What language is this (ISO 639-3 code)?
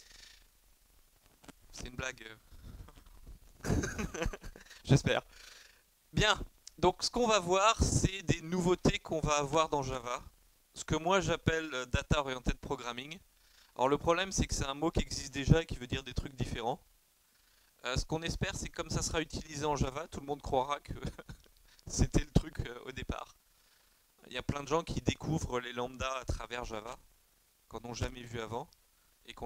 fra